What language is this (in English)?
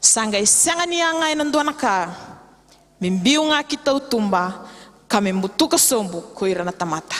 Fijian